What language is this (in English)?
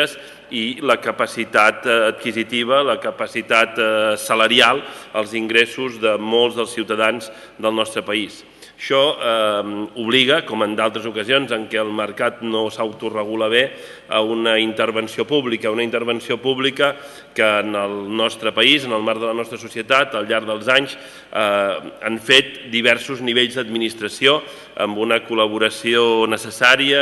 Catalan